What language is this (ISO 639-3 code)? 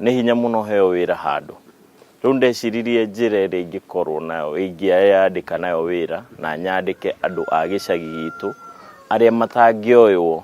kik